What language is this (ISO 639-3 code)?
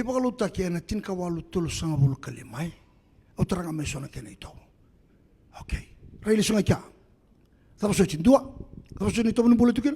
fij